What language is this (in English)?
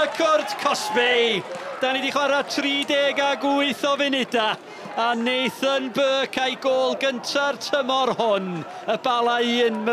Welsh